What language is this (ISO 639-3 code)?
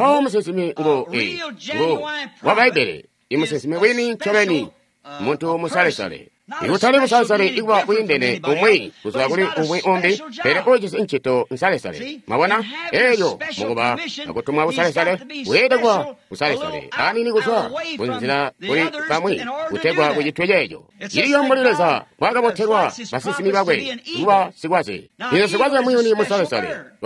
toi